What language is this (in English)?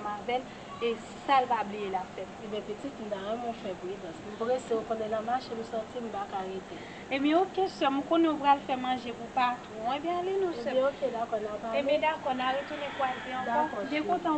Haitian Creole